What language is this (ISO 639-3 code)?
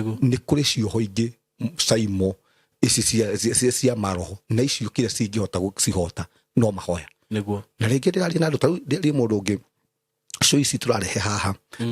kik